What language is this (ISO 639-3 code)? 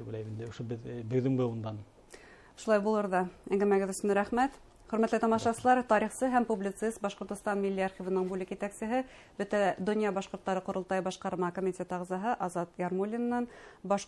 bak